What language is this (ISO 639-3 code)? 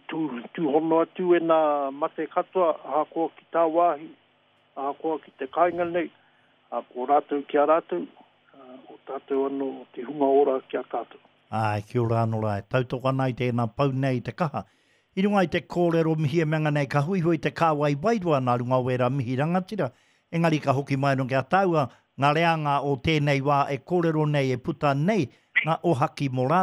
mri